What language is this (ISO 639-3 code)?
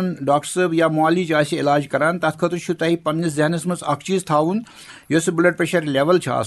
kas